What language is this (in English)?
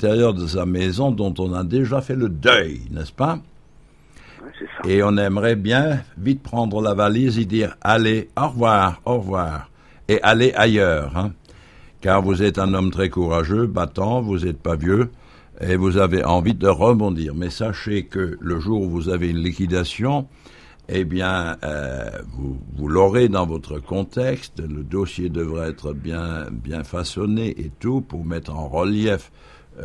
French